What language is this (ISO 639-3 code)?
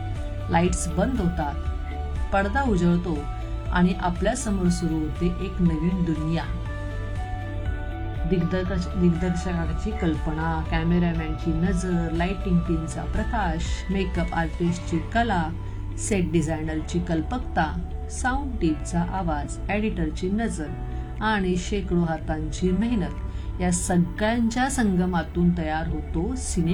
mar